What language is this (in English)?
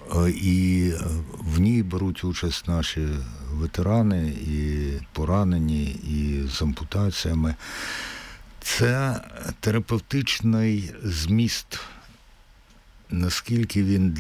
Ukrainian